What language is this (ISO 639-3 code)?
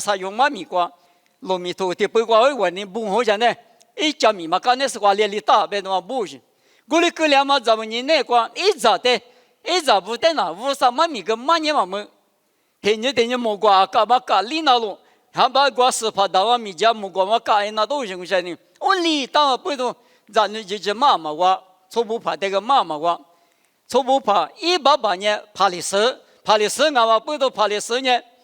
lis